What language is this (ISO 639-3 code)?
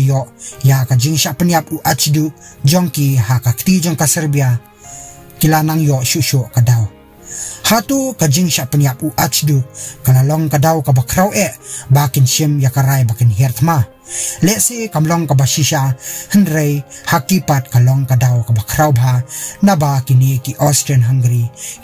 kha